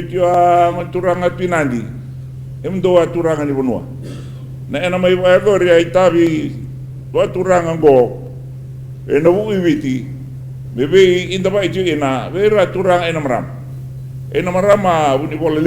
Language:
Fijian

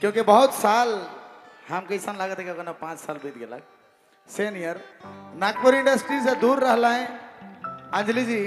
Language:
Sadri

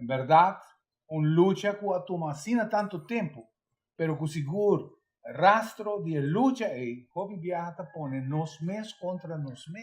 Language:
Papiamento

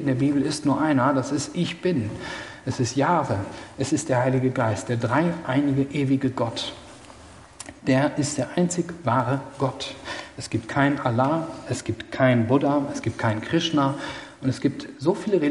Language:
German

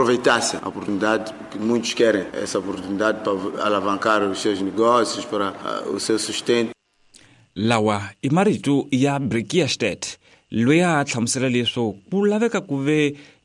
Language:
Tsonga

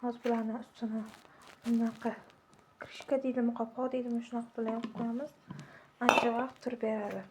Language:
Uzbek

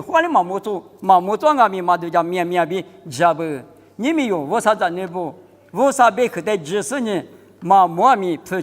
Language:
Lisu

